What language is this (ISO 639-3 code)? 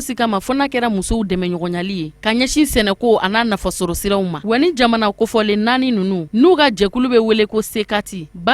bam